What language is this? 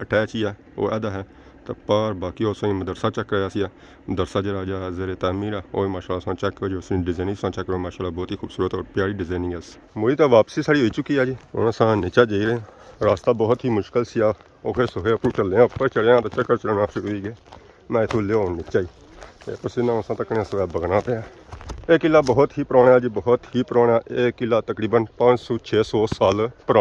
Pahari-Potwari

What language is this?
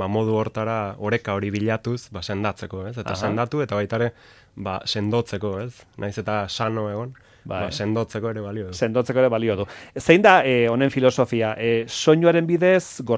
Basque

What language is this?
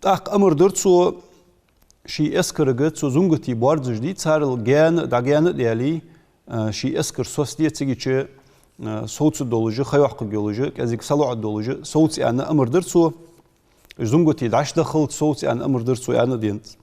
Ingush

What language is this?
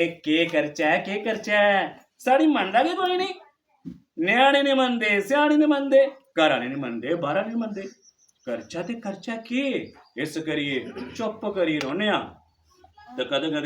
Dogri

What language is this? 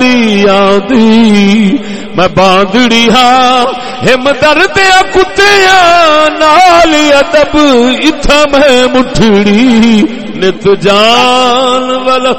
Saraiki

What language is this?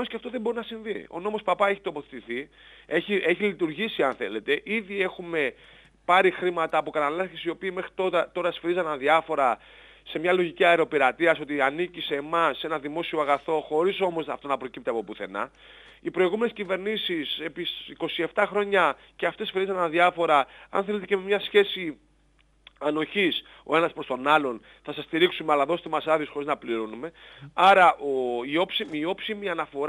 Greek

